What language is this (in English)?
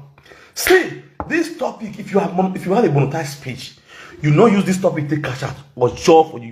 Nigerian Pidgin